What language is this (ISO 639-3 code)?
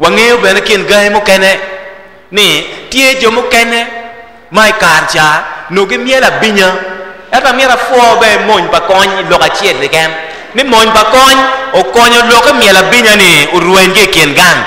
ach